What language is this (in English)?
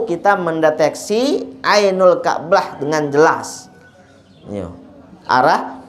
Sasak